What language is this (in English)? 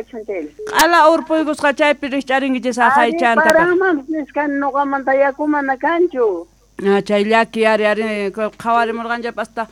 Quechua